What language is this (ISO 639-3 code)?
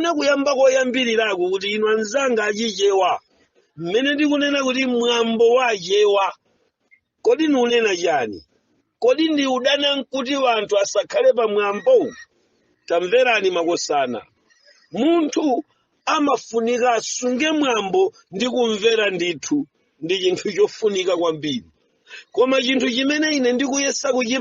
nya